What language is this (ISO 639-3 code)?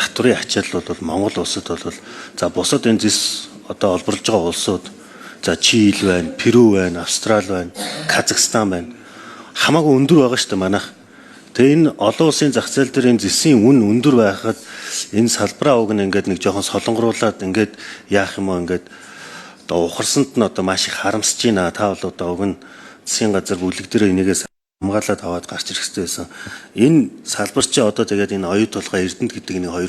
mon